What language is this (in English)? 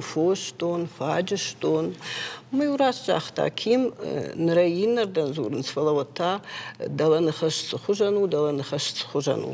Ossetic